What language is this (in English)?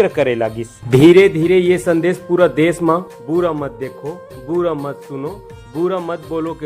Chhattisgarhi